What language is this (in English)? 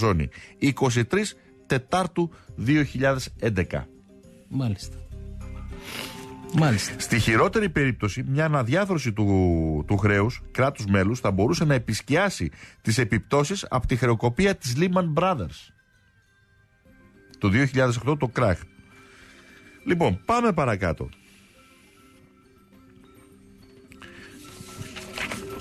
Greek